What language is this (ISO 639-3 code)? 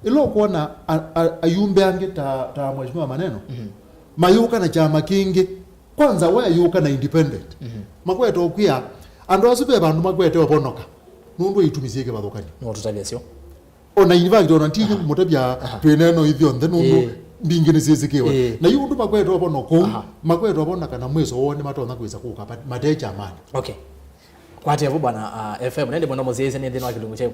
kam